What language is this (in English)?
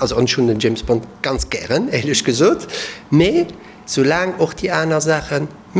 Luxembourgish